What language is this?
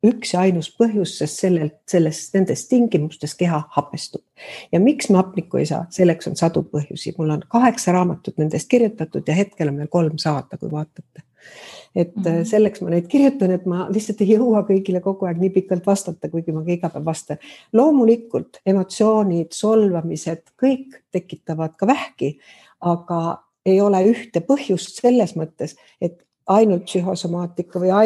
Estonian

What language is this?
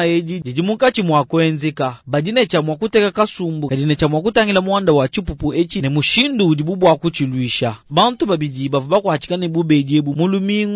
Luba-Lulua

